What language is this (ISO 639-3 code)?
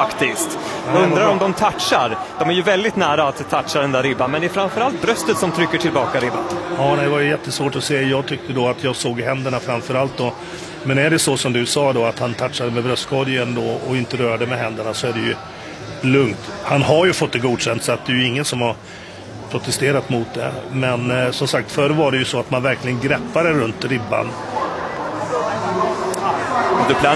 swe